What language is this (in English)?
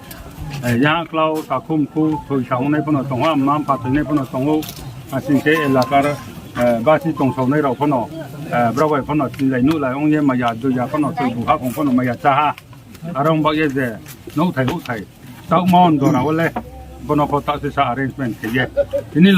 Riang (India)